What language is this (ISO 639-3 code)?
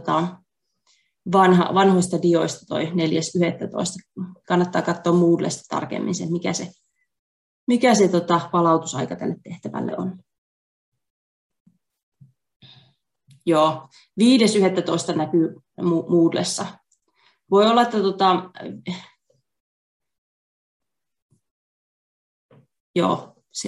fin